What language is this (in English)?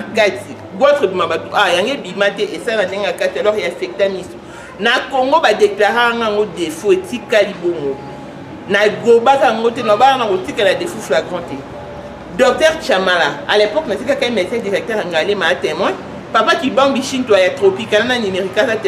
Lingala